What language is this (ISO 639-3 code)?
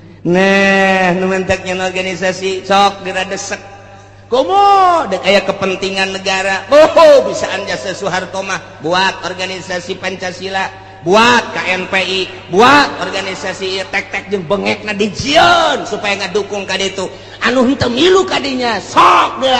sun